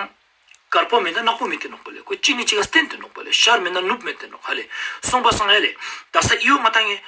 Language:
Ladakhi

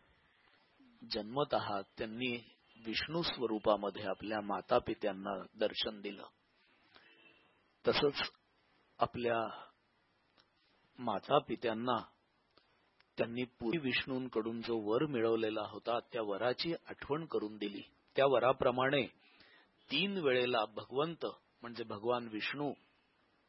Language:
Marathi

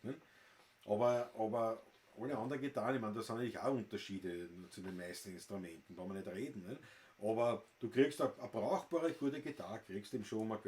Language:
Bavarian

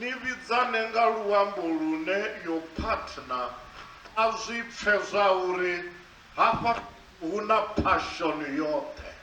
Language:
Venda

